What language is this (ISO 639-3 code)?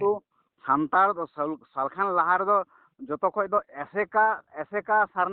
sat